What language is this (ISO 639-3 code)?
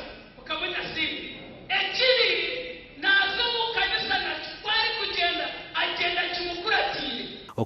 nyn